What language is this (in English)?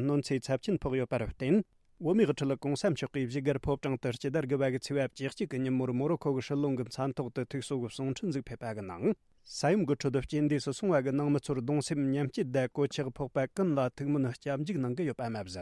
Tibetan